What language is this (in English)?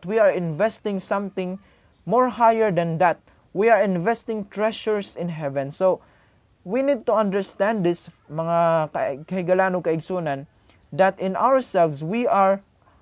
Cebuano